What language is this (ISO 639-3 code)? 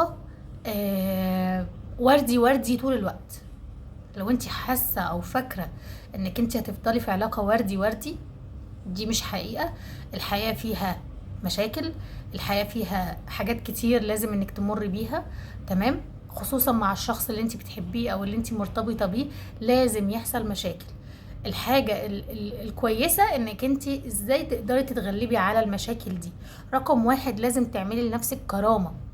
arz